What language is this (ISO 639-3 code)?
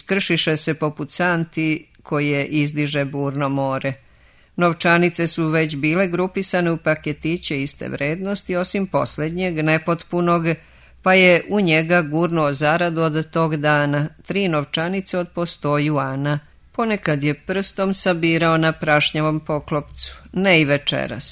srp